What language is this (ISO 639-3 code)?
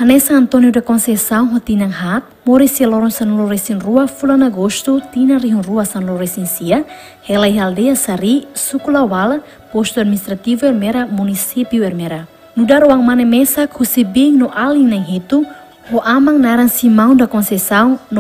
tet